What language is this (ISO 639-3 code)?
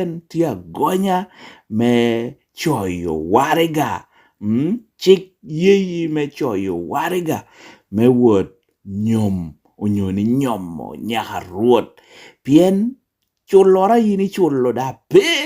laj